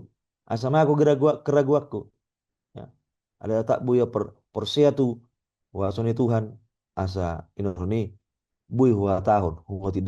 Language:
Batak Toba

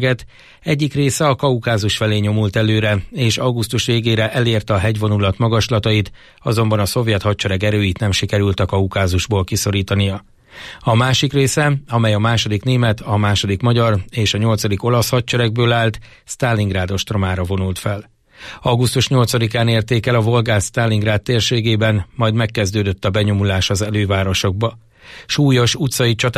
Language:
Hungarian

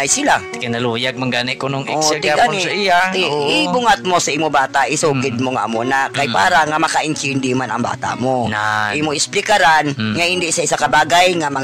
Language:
Hiligaynon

